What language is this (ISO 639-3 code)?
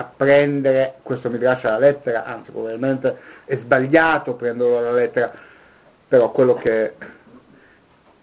ita